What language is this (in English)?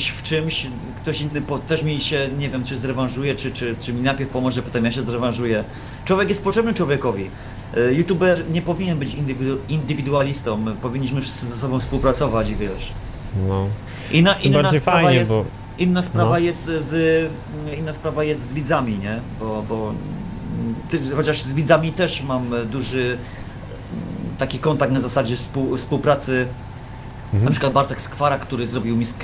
Polish